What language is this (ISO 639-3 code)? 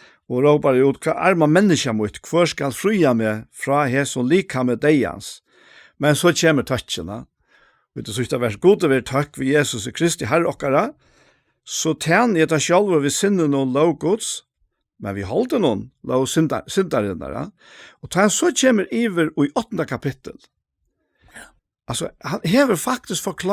fao